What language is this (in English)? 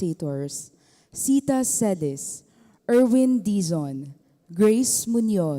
Pampanga